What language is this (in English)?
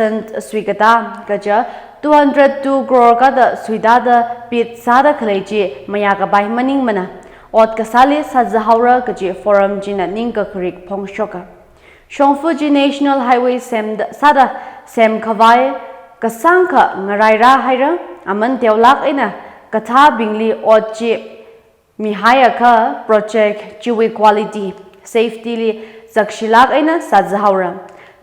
Tangkhul Naga (India)